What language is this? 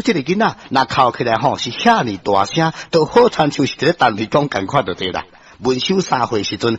Min Nan Chinese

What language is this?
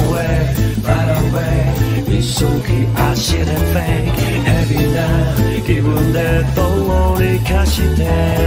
Japanese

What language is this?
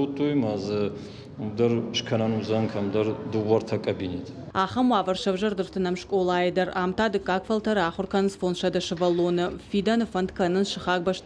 Ossetic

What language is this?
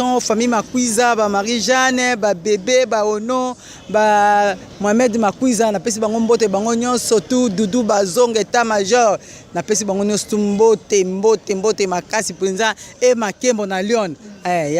Lingala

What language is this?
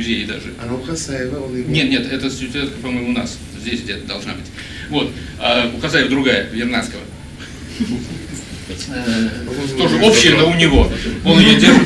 Russian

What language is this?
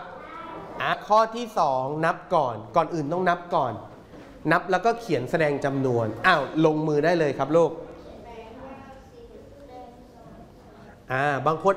Thai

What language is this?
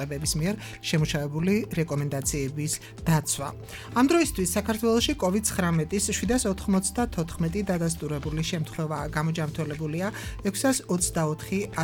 Georgian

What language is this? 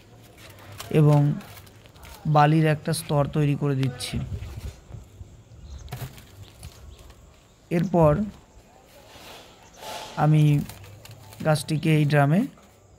Bangla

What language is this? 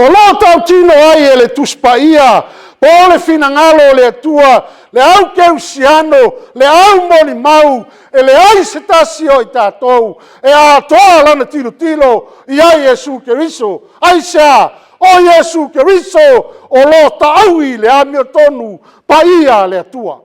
Samoan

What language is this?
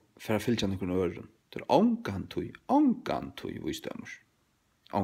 Faroese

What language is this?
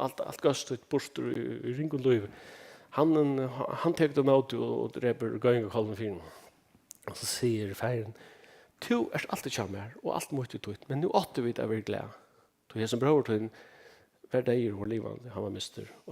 Faroese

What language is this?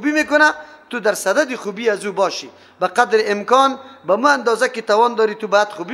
Persian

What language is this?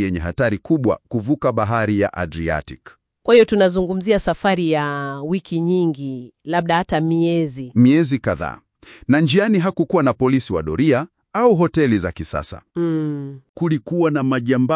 Swahili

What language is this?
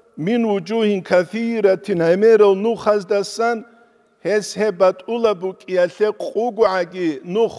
Avaric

